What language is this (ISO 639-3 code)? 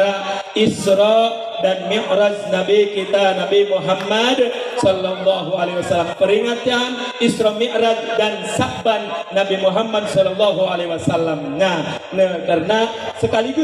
sun